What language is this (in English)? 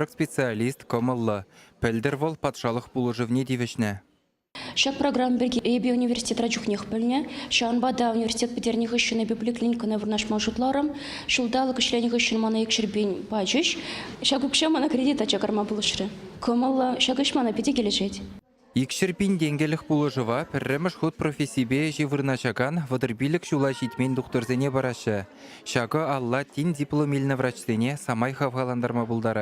Chuvash